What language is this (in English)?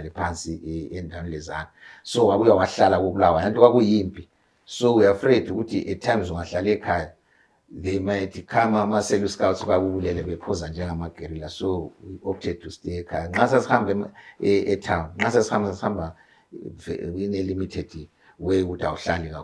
North Ndebele